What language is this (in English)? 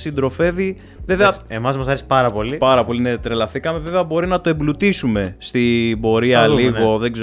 Greek